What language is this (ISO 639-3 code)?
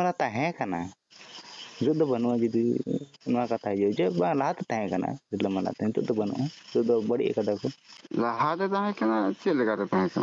sat